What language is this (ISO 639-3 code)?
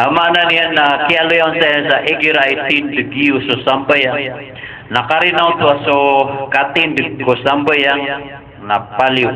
mrw